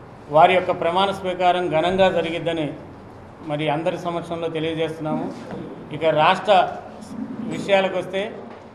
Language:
Telugu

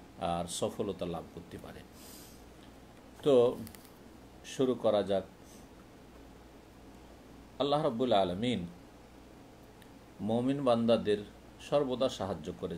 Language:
Bangla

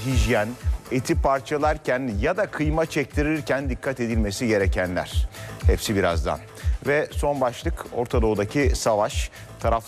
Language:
Turkish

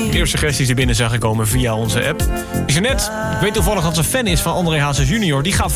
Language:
Dutch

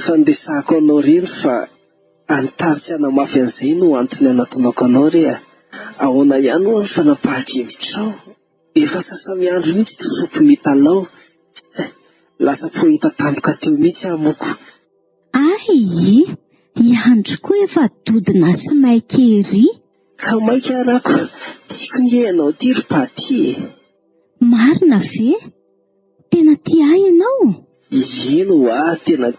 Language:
Malagasy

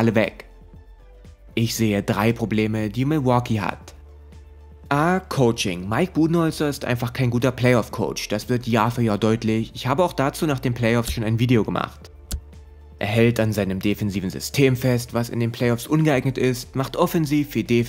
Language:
German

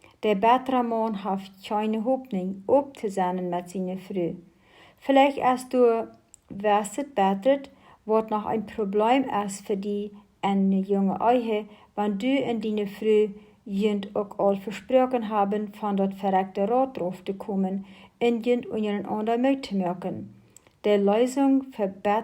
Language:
Plautdietsch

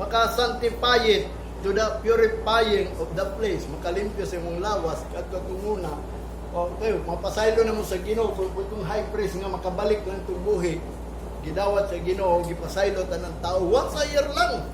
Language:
Cebuano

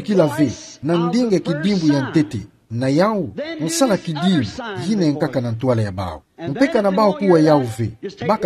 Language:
Kituba (Democratic Republic of Congo)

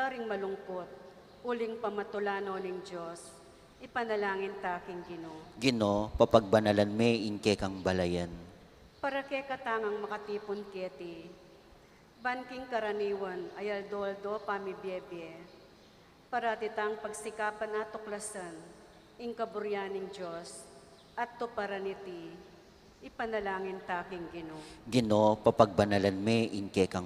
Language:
Pampanga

